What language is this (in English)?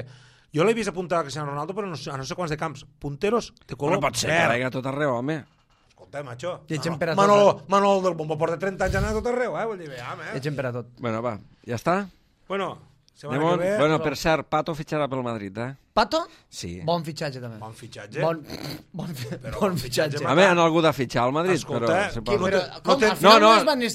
Catalan